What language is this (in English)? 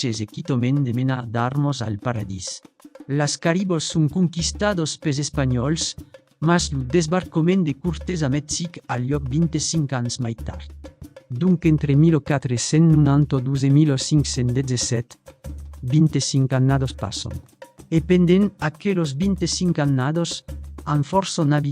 Occitan